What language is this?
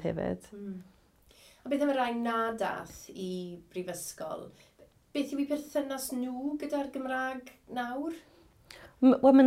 Welsh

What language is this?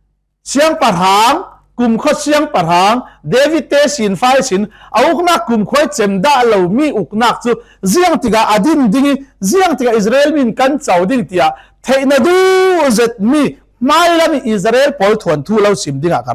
Falam Chin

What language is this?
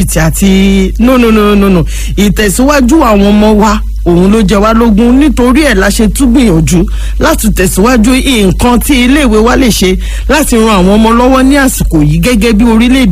Yoruba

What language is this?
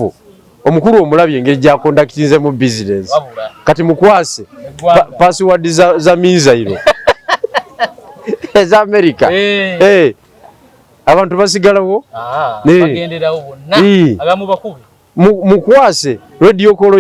Ganda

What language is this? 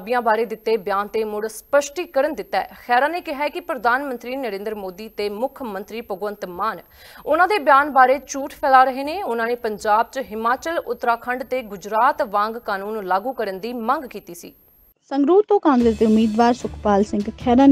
Punjabi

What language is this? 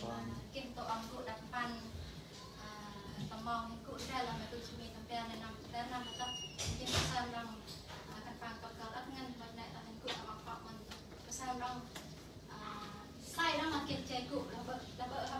Central Mnong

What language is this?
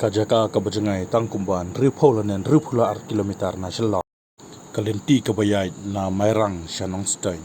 Khasi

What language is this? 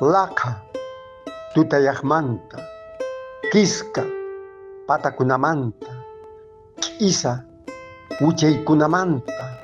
Quechua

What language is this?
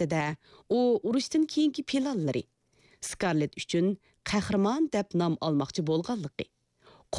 Uyghur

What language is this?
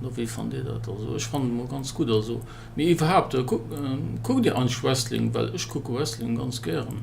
Luxembourgish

